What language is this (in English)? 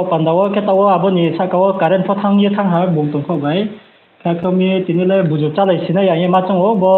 Riang (India)